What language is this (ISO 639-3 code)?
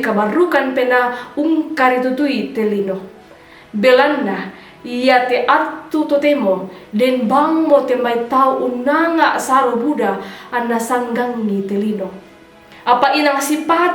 sda